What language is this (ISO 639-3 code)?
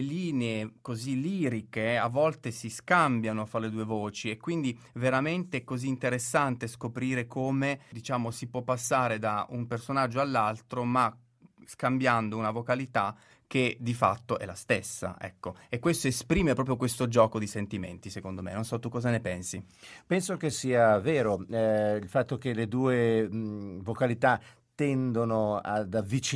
ita